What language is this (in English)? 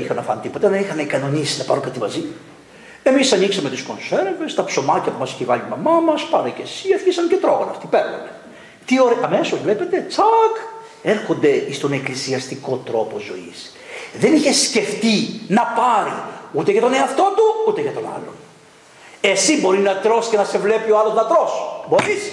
Greek